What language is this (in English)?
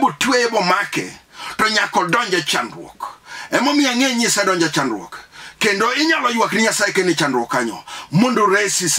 Luo (Kenya and Tanzania)